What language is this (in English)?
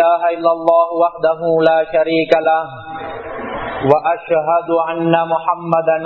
Tamil